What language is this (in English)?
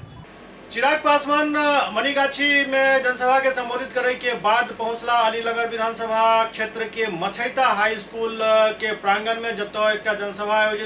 Maithili